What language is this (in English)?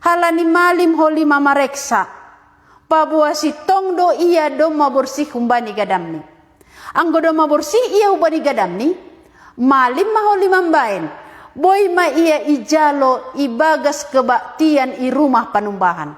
Batak Simalungun